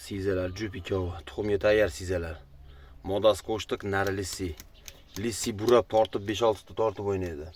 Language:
Uzbek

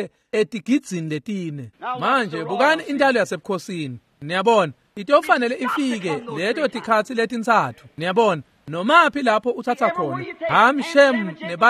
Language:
Swati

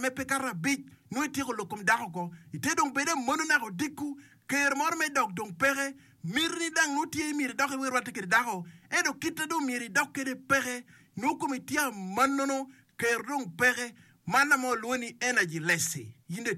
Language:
Acoli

